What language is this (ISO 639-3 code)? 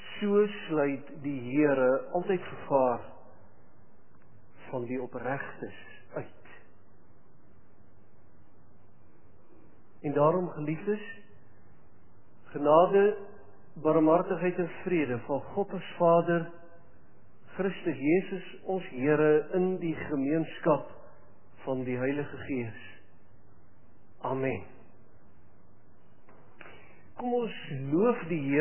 afr